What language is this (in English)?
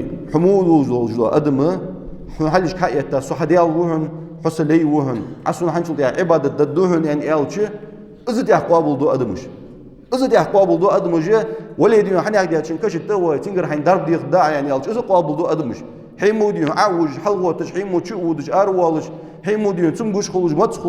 Ingush